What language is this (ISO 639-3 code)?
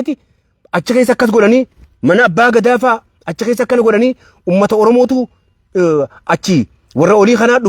orm